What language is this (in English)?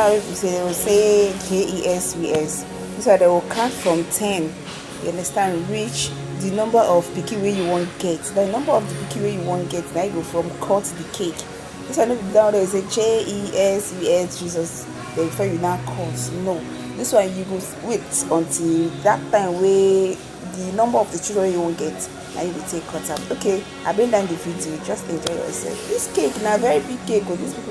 Nigerian Pidgin